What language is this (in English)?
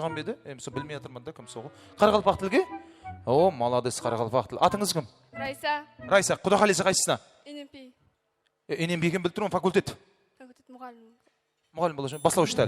Kara-Kalpak